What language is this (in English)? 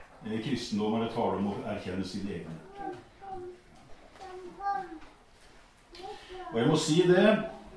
Norwegian